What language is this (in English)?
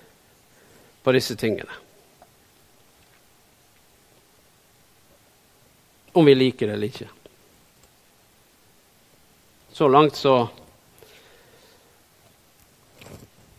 Norwegian